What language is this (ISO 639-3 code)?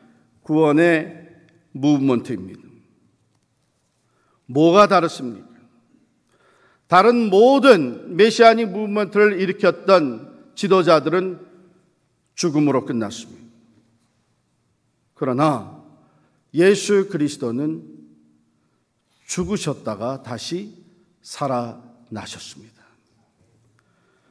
kor